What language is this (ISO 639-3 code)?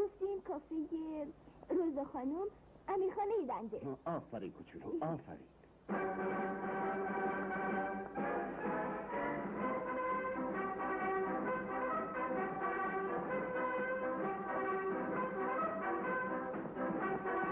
fas